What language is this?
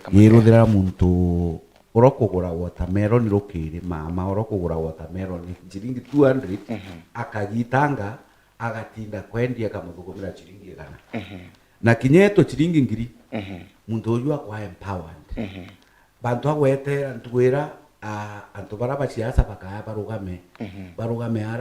Meru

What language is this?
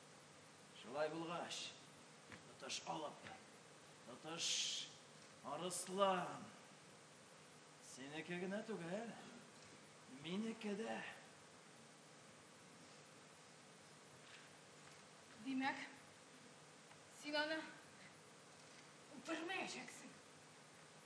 Tatar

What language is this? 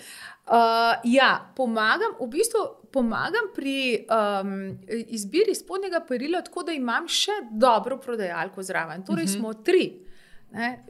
Slovenian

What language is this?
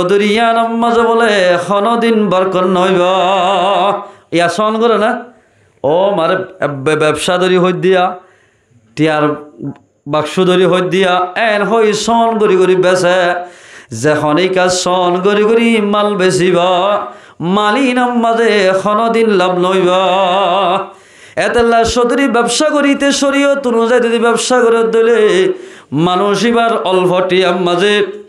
Rohingya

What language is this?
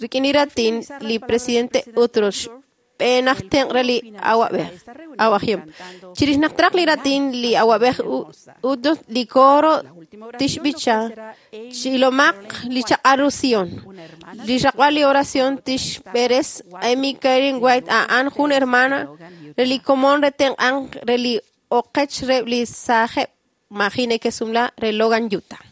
Kekchí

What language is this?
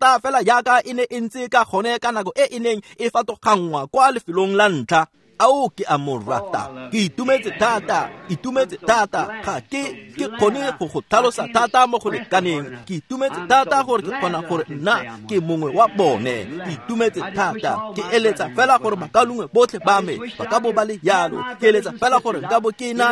Tswana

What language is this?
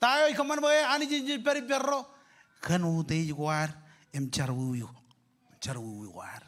Marshallese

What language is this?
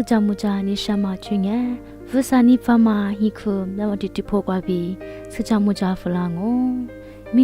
Lisu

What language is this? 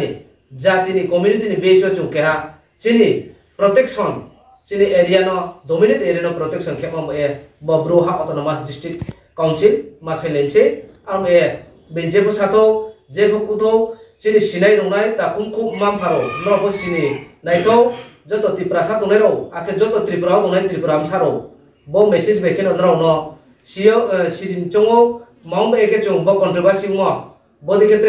Riang (India)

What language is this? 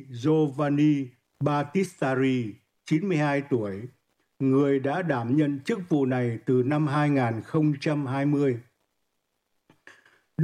Vietnamese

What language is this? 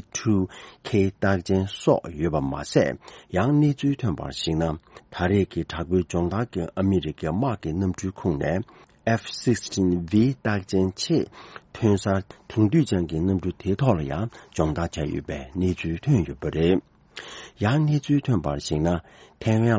Tibetan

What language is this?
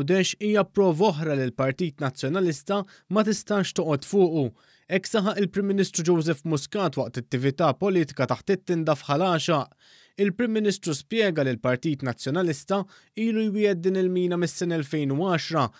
Maltese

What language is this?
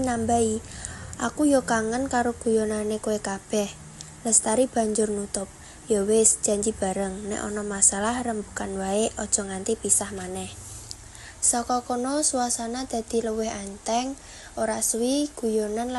Javanese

